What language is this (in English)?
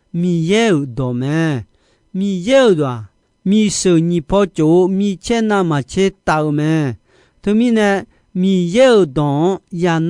Akha